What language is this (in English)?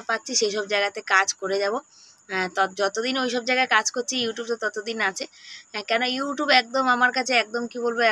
Bangla